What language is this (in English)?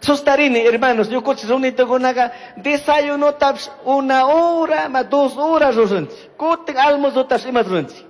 Chimborazo Highland Quichua